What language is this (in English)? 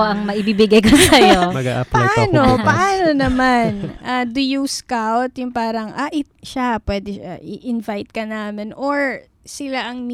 Filipino